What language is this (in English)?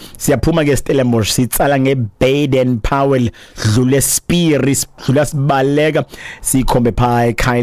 Xhosa